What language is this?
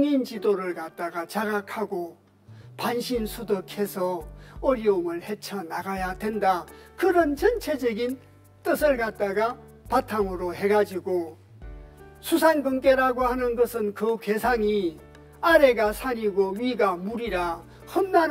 Korean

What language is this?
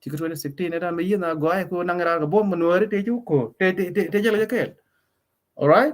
Nuer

